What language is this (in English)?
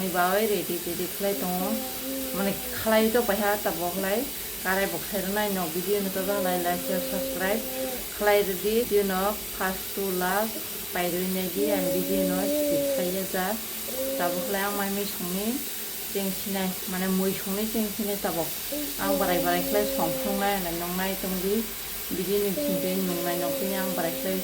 Kok Borok